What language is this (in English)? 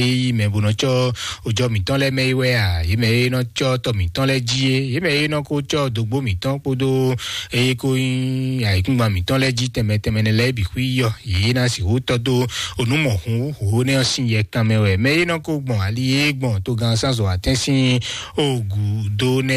Fon